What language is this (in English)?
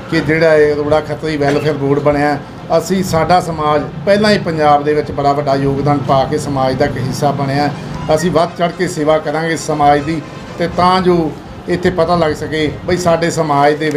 Punjabi